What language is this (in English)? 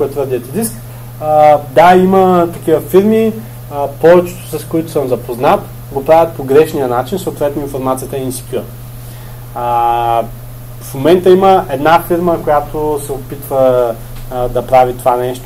Bulgarian